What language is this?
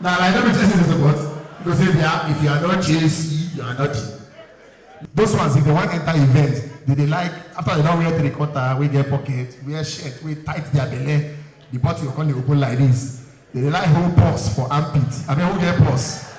Nigerian Pidgin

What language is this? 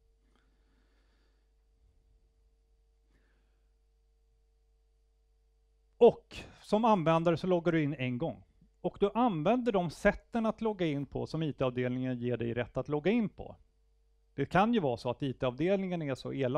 Swedish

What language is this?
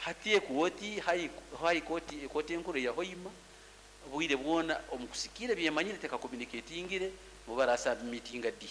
Nyoro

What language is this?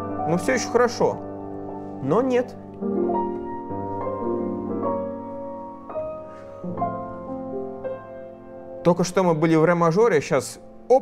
Russian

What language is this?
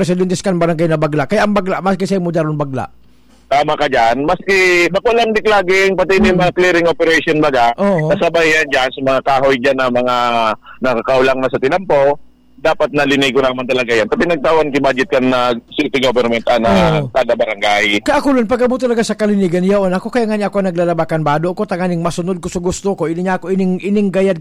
Bikol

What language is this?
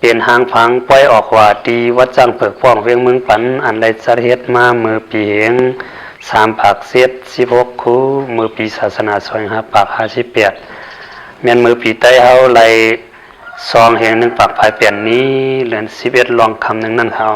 Shan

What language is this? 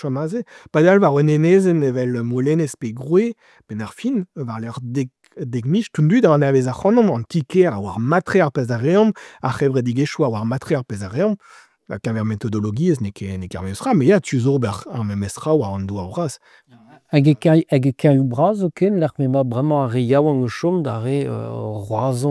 Breton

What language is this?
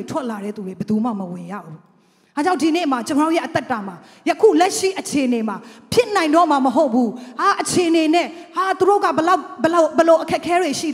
Burmese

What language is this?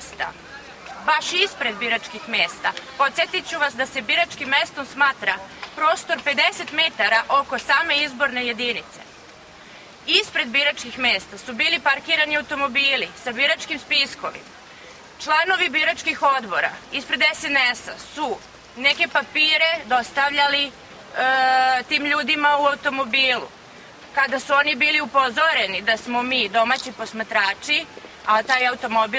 Serbian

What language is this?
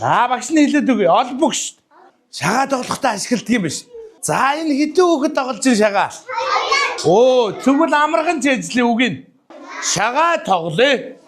Mongolian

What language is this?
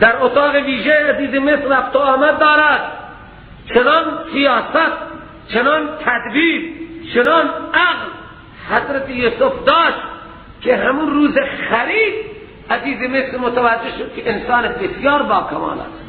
Persian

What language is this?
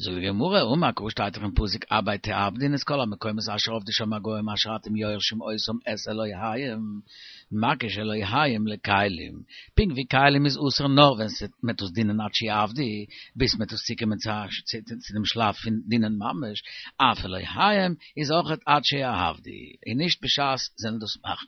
Yiddish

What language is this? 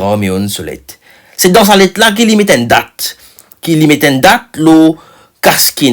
Morisyen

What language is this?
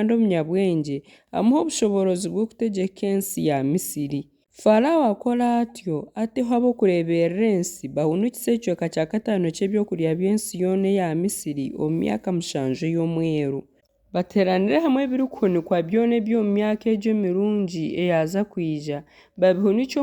Nyankole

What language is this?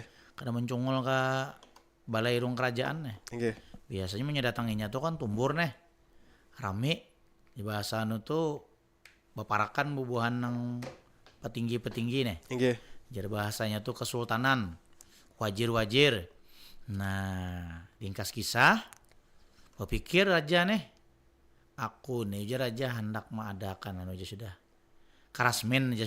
Banjar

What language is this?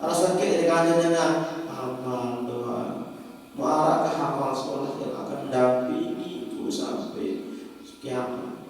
Sasak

